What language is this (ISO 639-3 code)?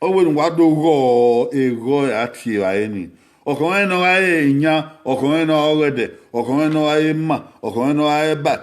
bin